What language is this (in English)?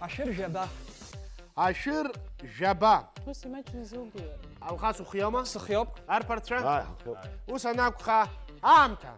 Abkhazian